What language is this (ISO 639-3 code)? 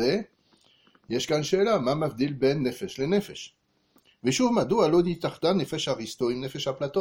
heb